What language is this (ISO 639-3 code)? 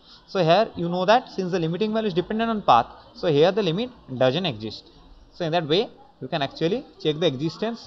eng